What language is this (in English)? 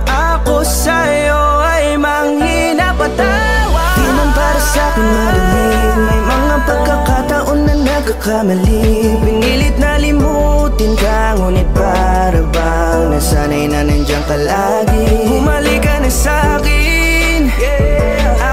Filipino